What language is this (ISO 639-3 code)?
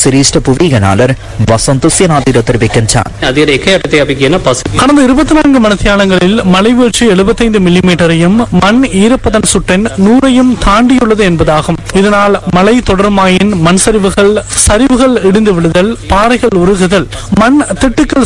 tam